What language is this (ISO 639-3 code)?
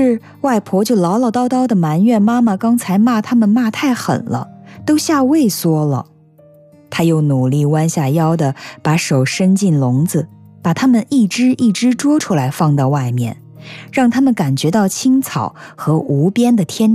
zho